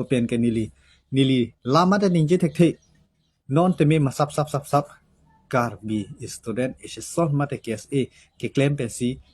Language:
Karbi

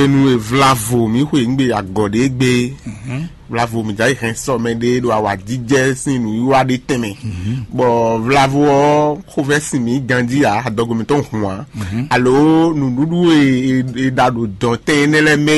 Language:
Fon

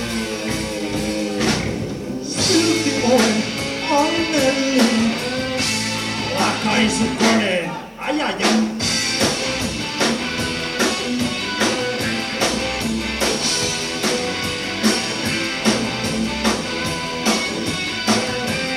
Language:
Finnish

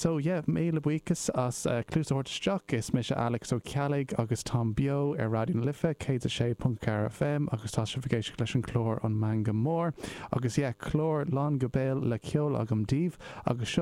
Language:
Irish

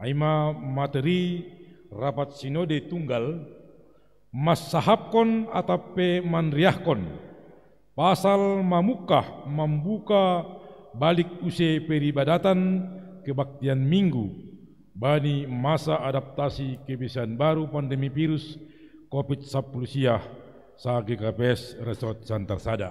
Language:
Batak Simalungun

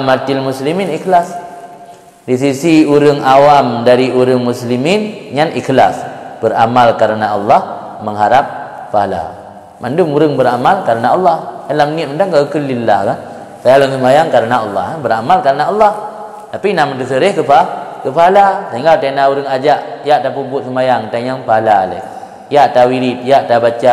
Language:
Achinese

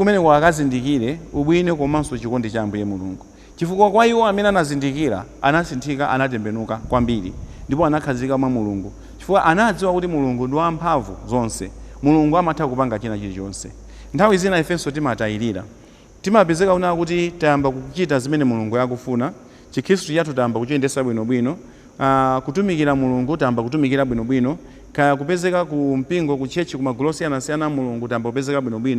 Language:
Nyanja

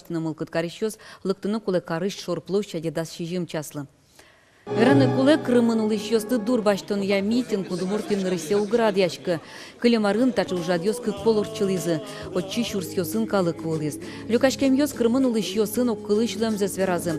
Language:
Udmurt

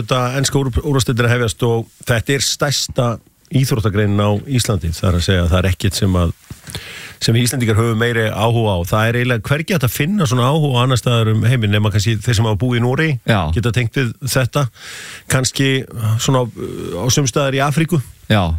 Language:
Icelandic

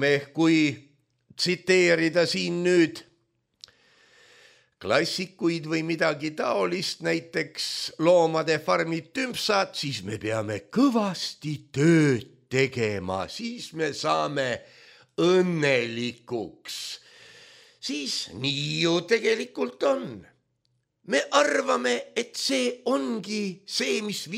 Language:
Estonian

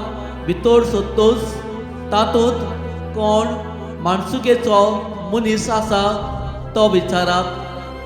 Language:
Konkani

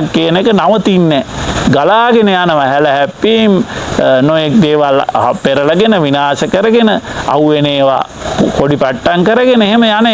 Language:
Sinhala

